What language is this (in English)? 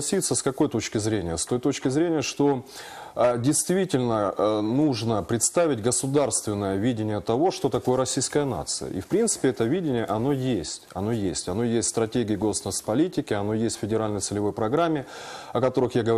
Russian